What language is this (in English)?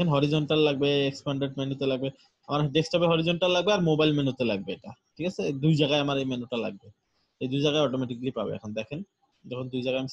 Bangla